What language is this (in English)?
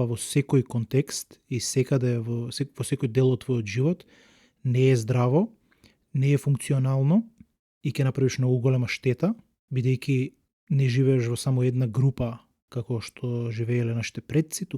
Macedonian